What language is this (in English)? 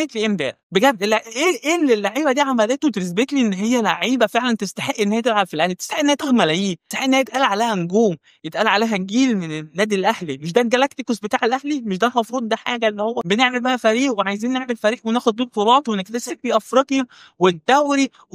Egyptian Arabic